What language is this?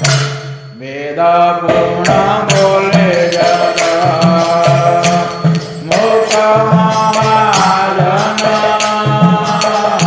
Odia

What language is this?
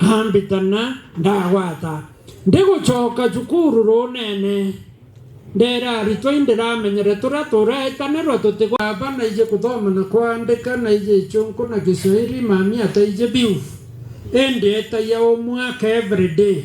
Meru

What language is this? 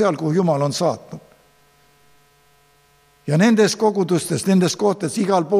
Estonian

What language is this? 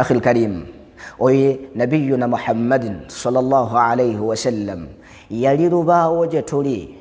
Ganda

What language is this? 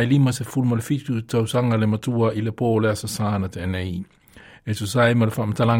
Samoan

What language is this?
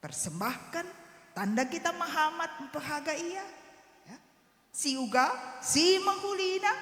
Batak Karo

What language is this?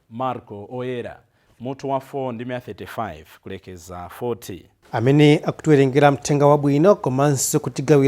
Nyanja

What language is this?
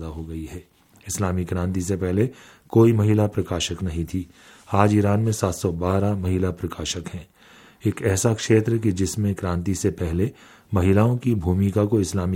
Hindi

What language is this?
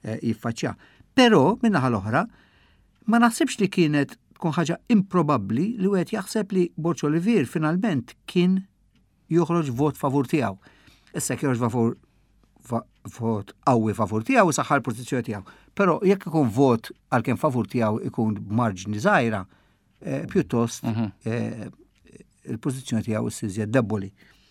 Maltese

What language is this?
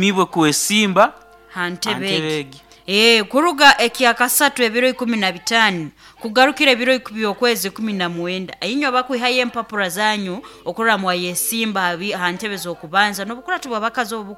Nyankole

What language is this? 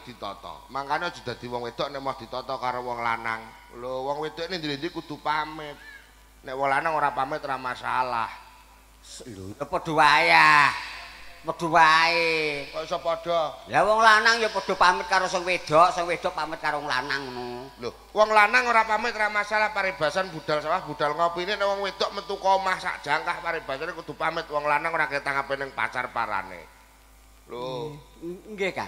Javanese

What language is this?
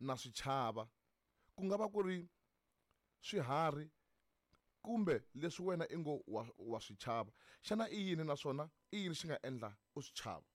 Tsonga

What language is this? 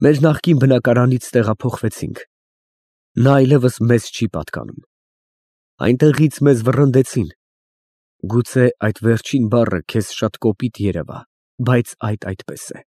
Armenian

